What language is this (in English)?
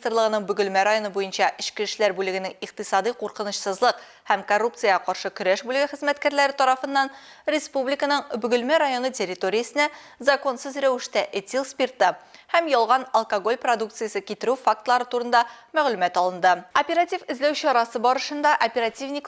Tatar